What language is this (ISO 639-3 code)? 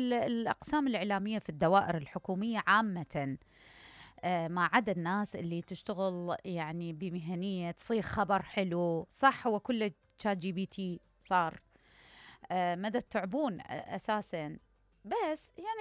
acm